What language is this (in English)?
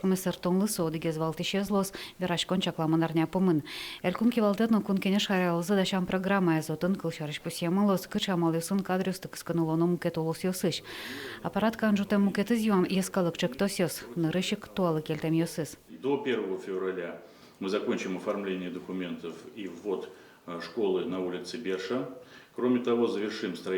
Udmurt